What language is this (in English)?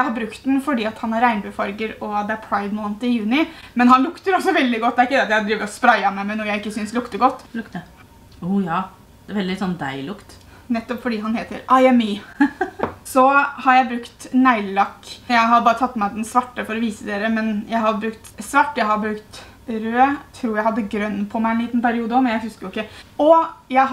Norwegian